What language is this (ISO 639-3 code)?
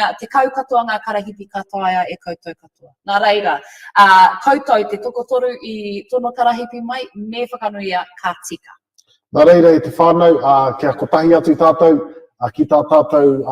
mri